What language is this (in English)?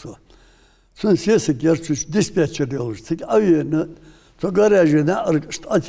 Ingush